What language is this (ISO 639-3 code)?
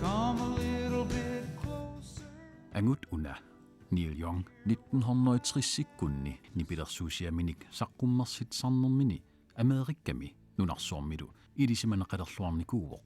kal